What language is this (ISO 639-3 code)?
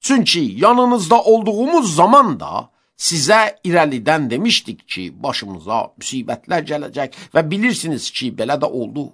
aze